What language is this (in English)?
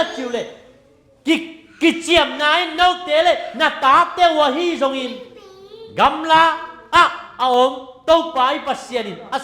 Tedim Chin